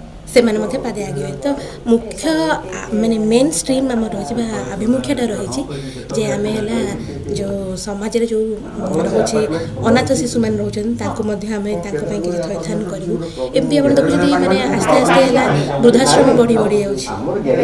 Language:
Odia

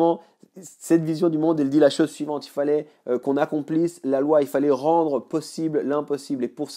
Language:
French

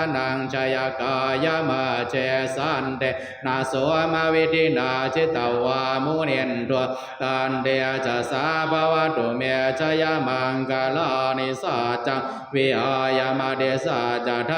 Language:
Pali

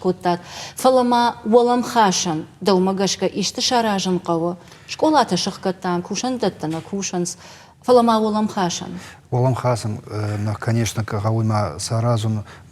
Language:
Ossetic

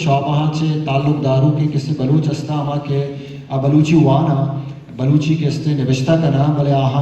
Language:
Baluchi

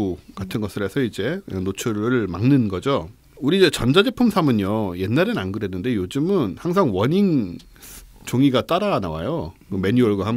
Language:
Korean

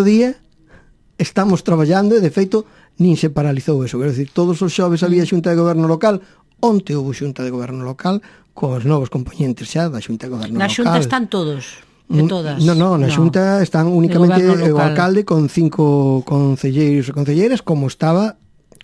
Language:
Galician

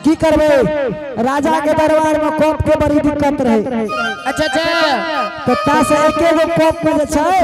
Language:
Angika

